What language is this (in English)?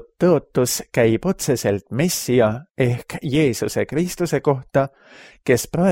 Estonian